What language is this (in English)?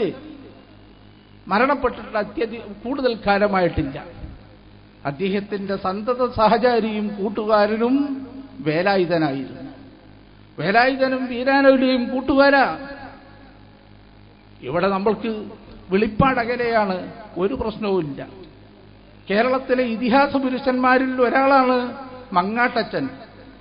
Malayalam